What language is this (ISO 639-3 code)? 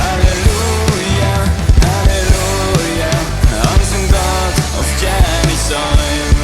pdt